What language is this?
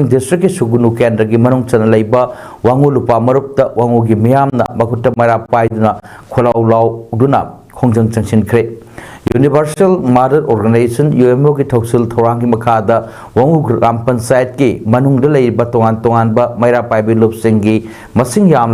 Manipuri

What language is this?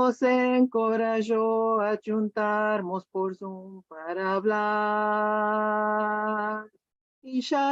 Ladino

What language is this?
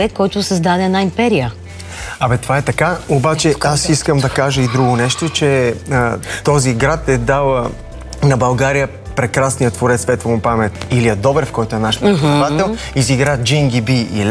Bulgarian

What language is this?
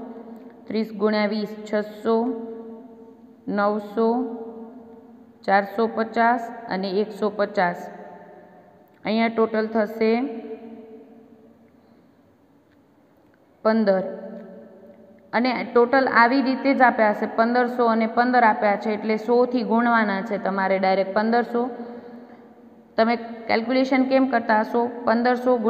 Gujarati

